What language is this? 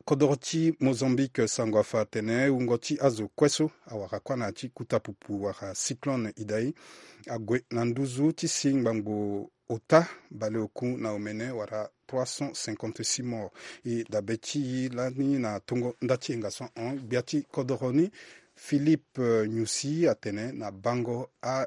Sango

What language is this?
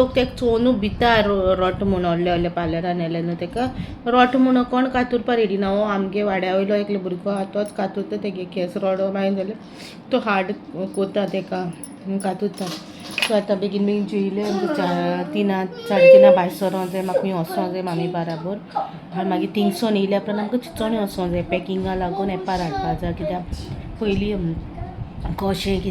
Konkani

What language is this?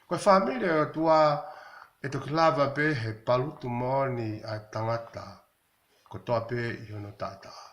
Tongan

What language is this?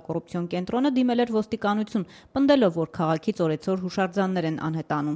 Armenian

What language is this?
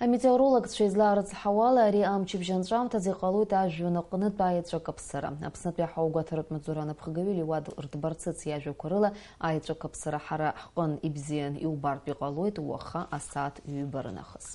Abkhazian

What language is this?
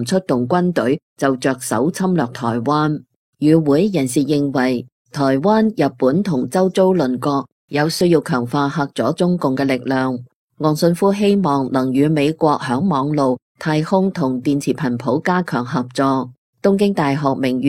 Cantonese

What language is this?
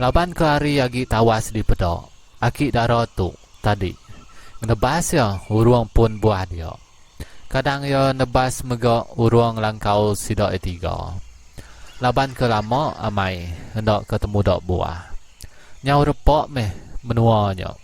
Iban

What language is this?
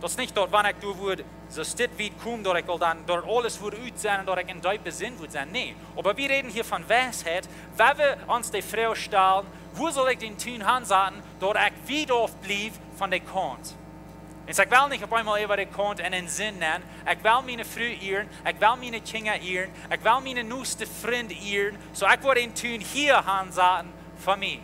Plautdietsch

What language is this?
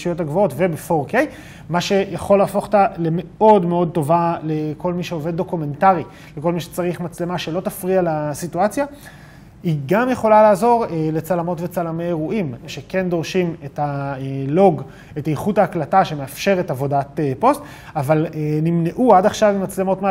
Hebrew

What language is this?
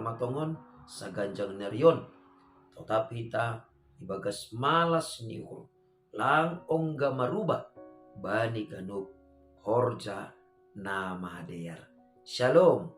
Batak Simalungun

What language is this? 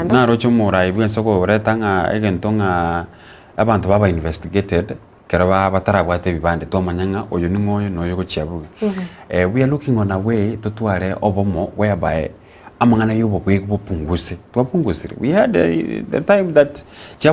Gusii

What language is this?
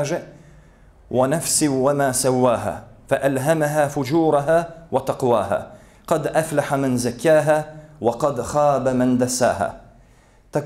Bosnian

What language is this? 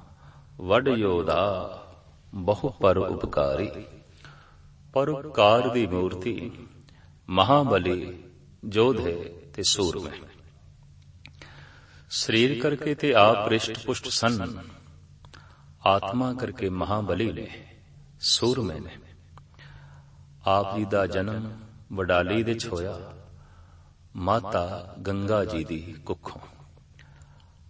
Punjabi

